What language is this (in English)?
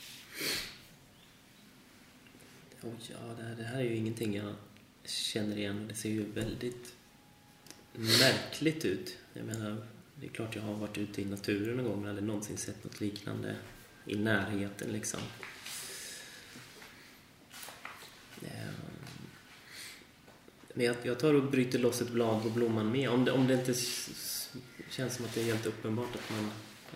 Swedish